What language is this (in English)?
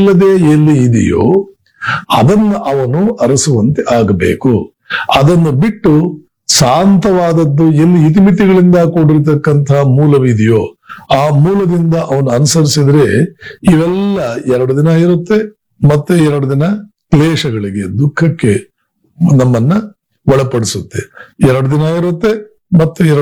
Kannada